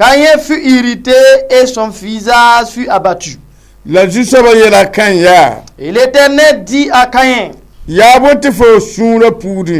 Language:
Mossi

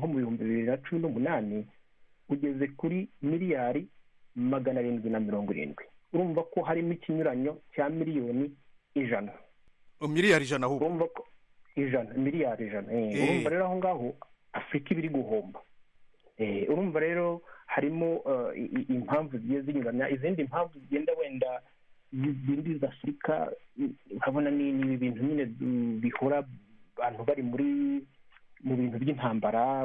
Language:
Kinyarwanda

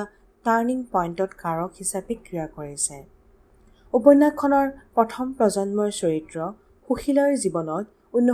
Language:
Assamese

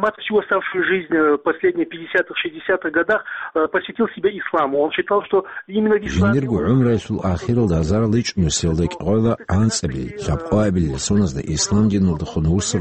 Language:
Avaric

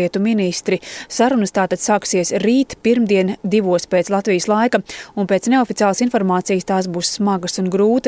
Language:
Latvian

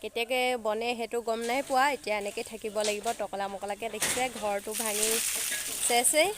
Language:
Assamese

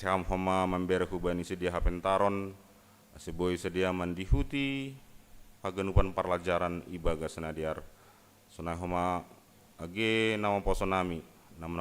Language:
Batak Simalungun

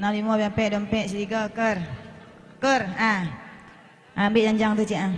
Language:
Minangkabau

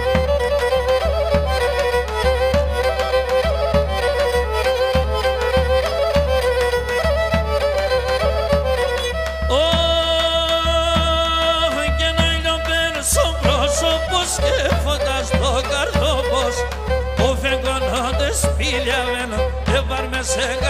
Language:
Pontic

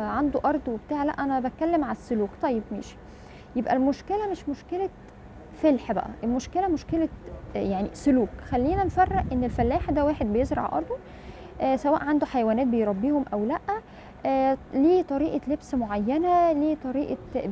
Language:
Egyptian Arabic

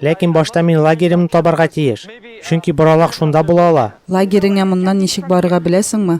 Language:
Tatar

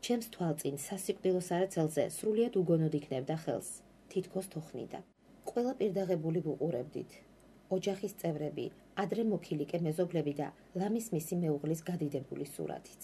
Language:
Georgian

